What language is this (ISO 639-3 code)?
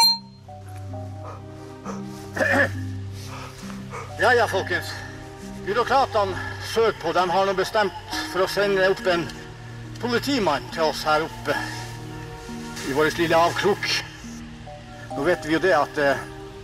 nor